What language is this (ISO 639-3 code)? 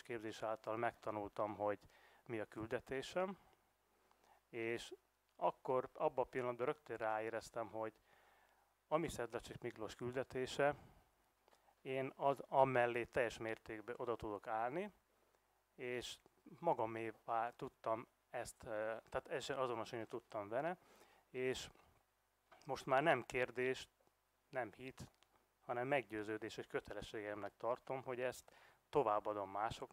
hun